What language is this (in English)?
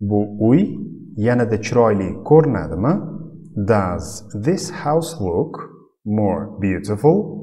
Uzbek